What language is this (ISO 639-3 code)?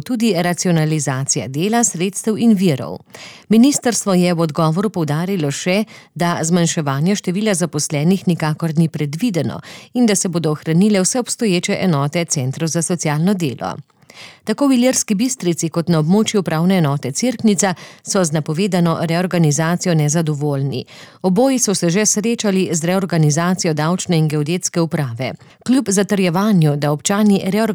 slv